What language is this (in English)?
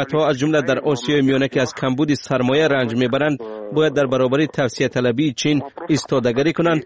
Tajik